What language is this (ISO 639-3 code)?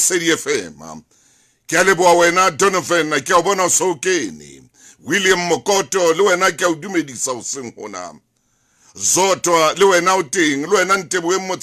sot